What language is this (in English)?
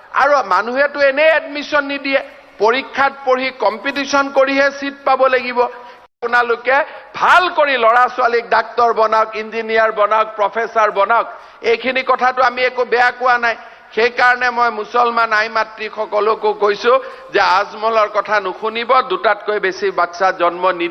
Assamese